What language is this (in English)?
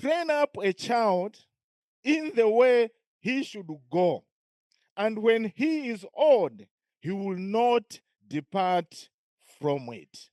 English